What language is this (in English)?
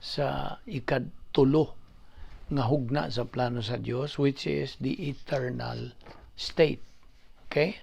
Cebuano